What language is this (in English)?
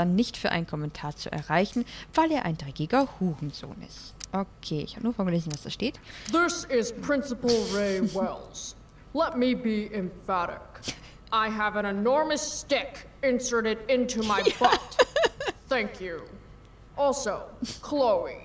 German